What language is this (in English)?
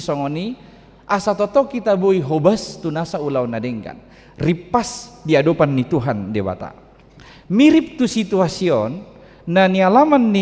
Batak Toba